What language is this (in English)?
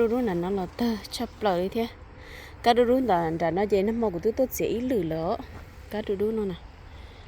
Hmong